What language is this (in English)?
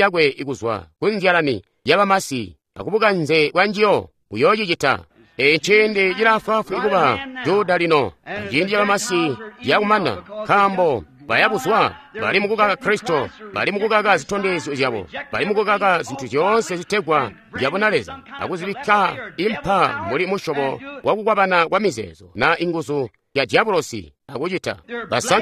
Tonga (Zambia)